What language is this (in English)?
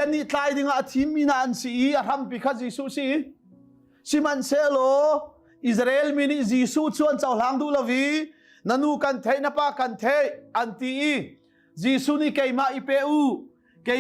Hakha Chin